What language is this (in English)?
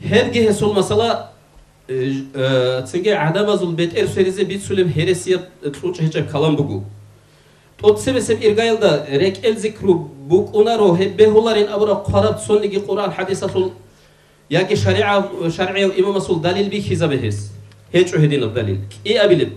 Avaric